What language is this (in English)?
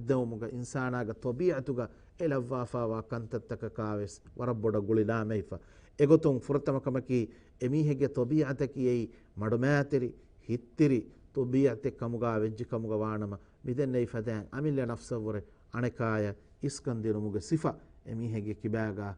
Divehi